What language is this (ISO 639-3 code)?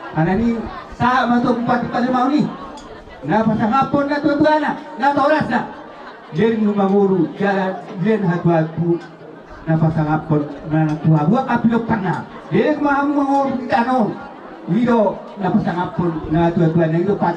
bbc